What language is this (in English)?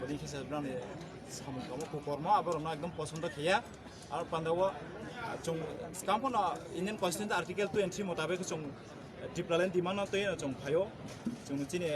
Kok Borok